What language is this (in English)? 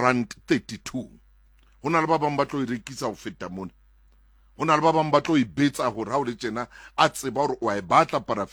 Southern Sotho